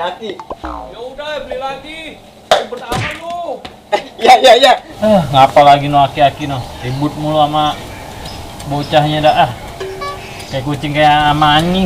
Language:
Betawi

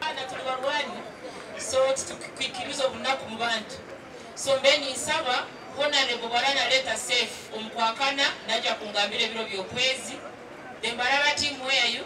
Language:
Nyankole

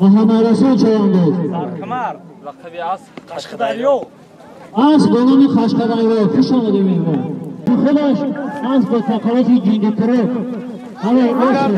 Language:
Tajik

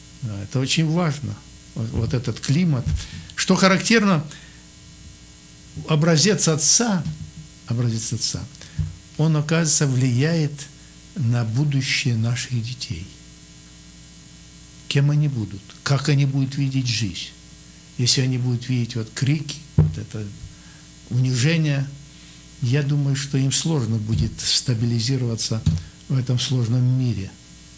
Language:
Russian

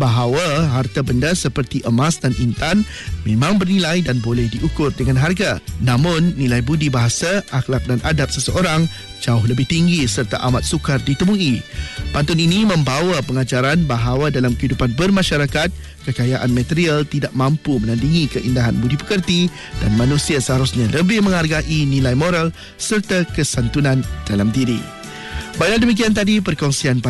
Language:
Malay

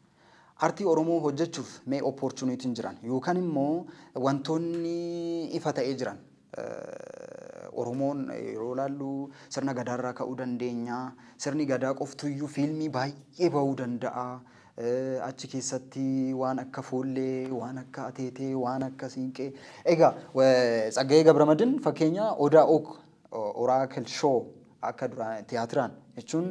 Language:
Oromo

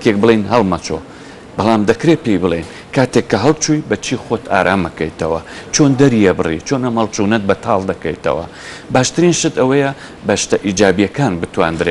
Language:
Central Kurdish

